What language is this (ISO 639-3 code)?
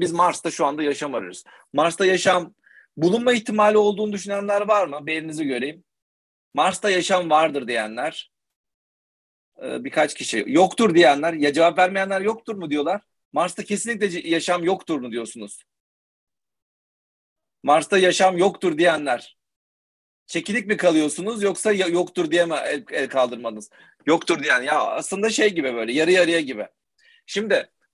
tur